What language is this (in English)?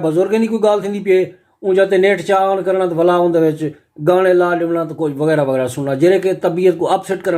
Saraiki